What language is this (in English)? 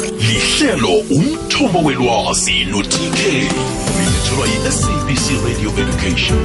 South Ndebele